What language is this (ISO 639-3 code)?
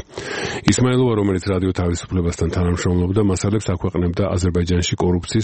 kat